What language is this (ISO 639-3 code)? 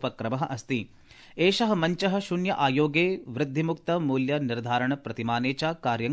san